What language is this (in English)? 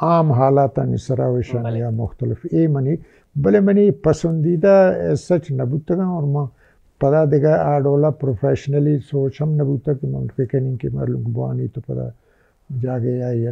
Baluchi